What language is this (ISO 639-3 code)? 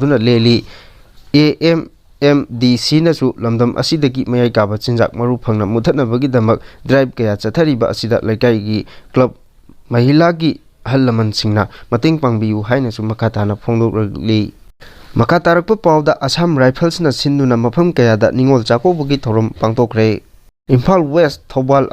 mni